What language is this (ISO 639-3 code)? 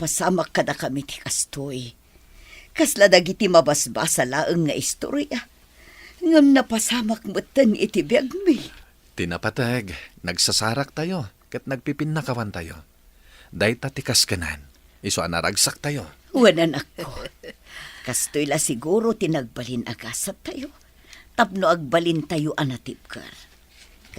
ilo